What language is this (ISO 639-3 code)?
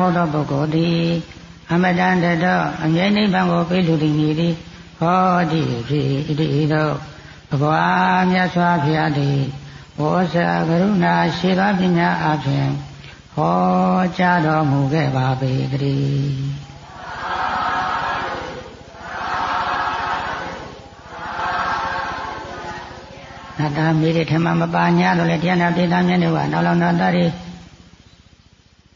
mya